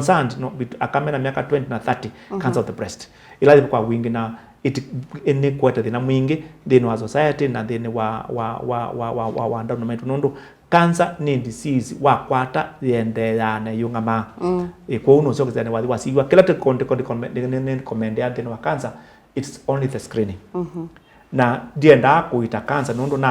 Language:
Kamba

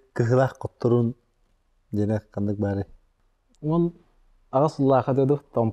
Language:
Yakut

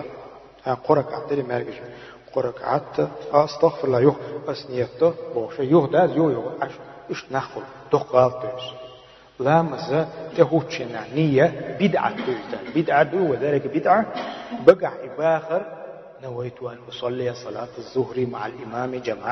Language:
Chechen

